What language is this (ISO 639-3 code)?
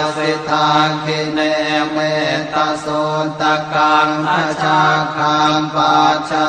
pli